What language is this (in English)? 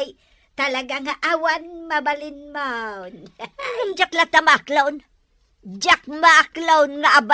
Iloko